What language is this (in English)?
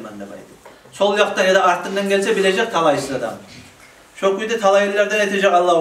Kumyk